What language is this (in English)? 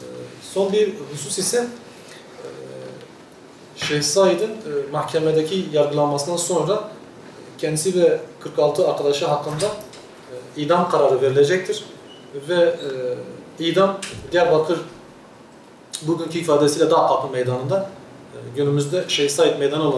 Turkish